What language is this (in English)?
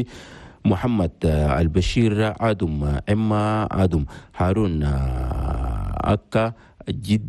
Chadian Arabic